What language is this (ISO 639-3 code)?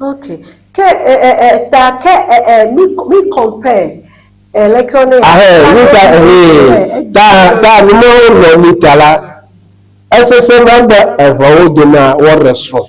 ewe